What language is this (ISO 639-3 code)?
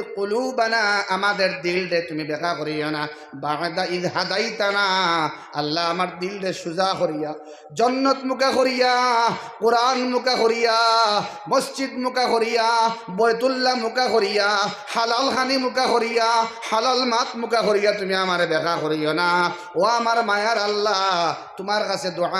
syl